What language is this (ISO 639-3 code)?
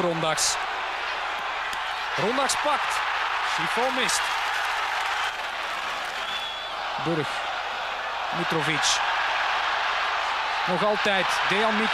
nld